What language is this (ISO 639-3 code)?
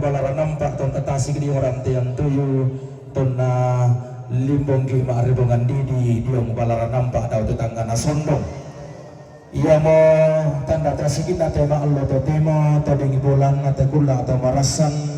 sda